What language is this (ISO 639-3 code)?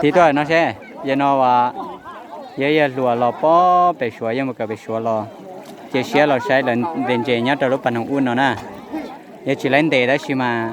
hmn